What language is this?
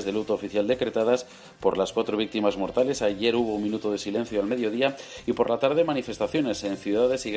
Spanish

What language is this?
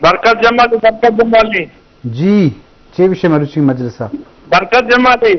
Eastern Balochi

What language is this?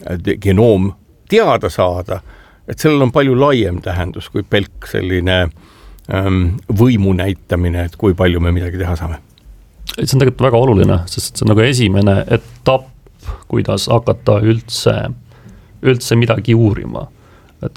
Estonian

